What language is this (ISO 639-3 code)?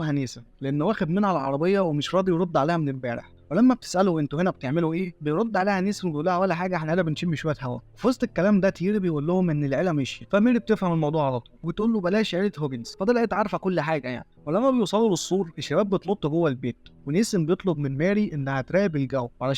arz